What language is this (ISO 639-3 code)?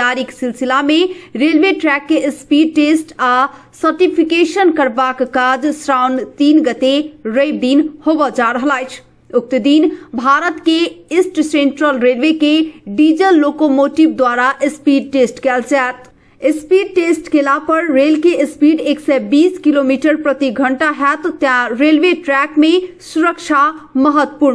mai